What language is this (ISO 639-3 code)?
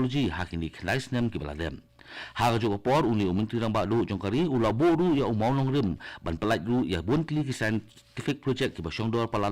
kha